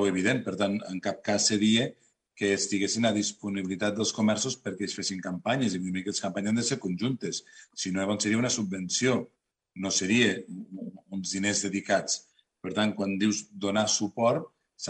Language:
Catalan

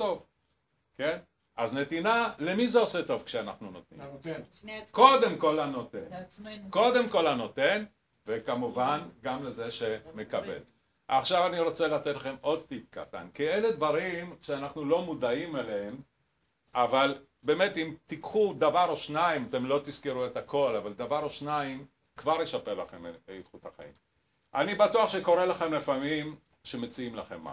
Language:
Hebrew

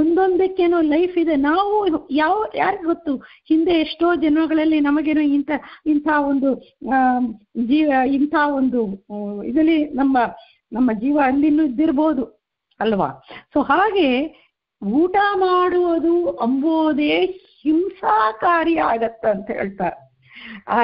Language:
Kannada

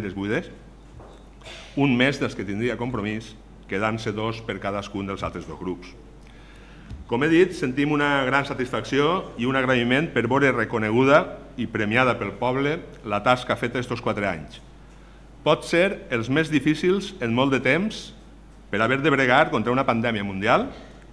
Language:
Catalan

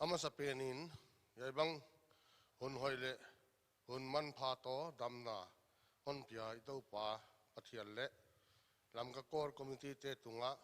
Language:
Paite Chin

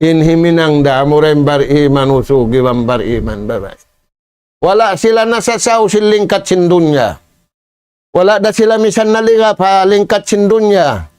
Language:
Tausug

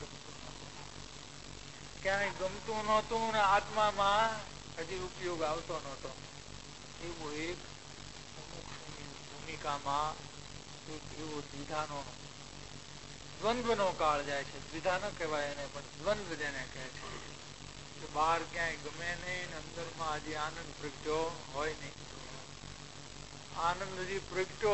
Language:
Gujarati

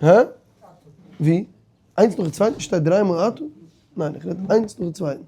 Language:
Yiddish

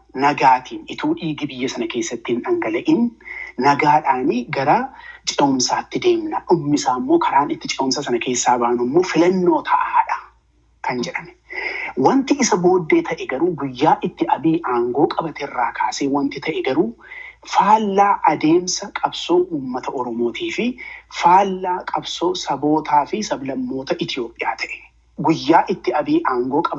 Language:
Oromo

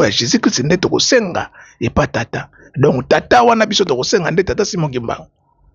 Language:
Lingala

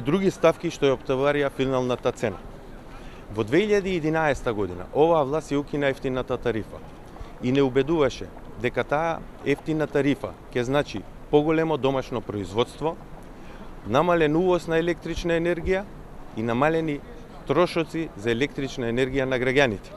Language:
Macedonian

